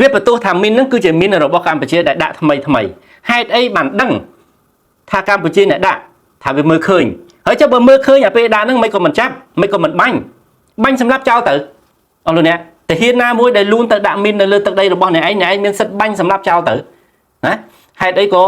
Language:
Khmer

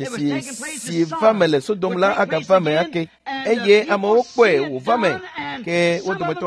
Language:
Ewe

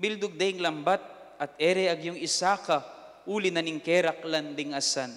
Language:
Pampanga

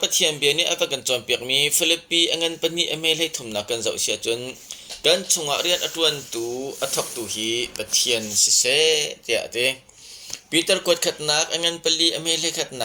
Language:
Hakha Chin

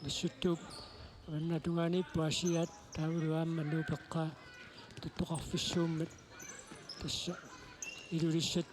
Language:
Kalaallisut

